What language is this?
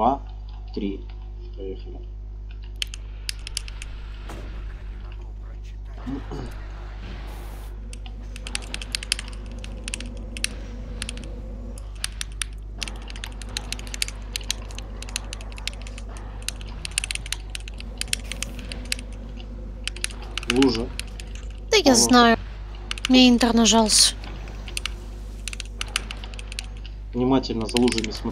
Russian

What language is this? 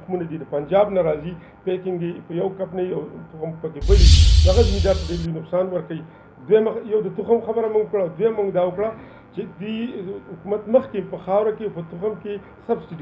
Pashto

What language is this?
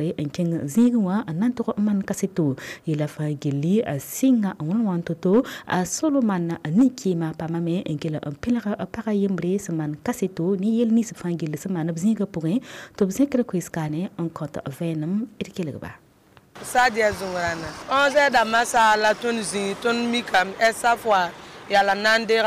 Mossi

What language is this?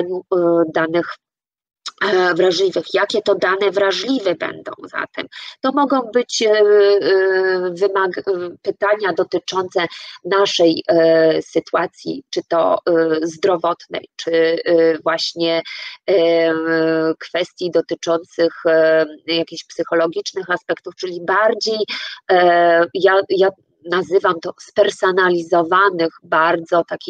Polish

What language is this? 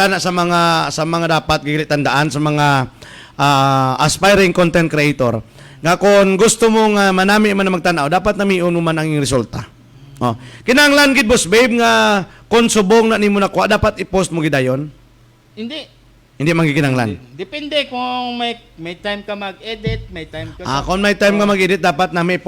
Hiligaynon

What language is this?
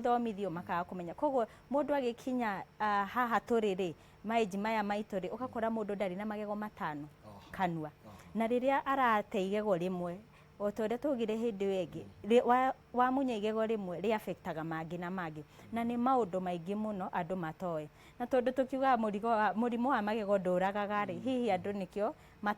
Kikuyu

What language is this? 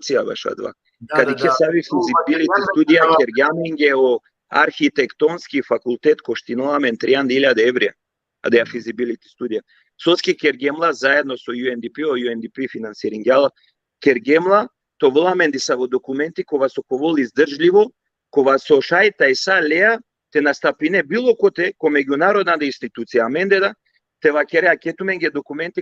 Balkan Romani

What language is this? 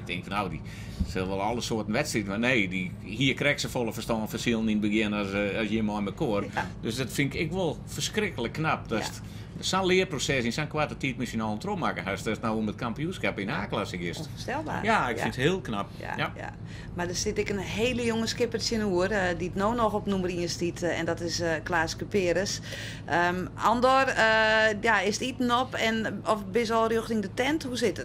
Western Frisian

